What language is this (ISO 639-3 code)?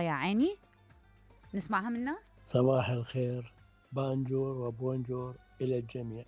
acm